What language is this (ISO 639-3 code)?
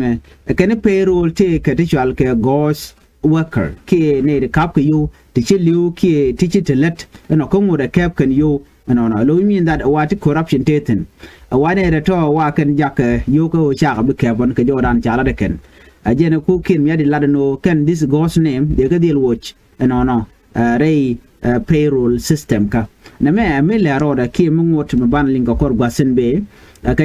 nus